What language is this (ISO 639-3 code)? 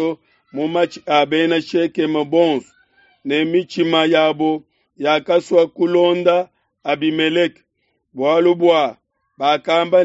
lua